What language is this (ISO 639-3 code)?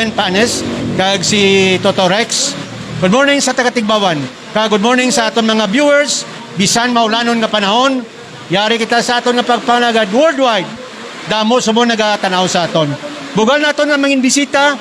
hil